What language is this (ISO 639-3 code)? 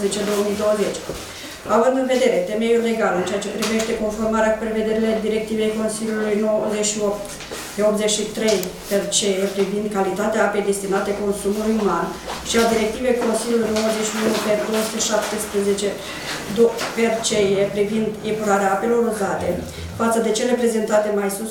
ron